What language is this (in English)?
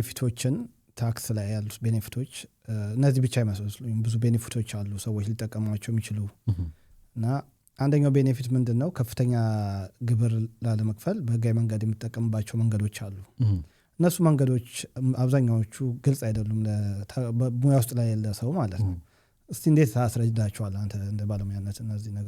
Amharic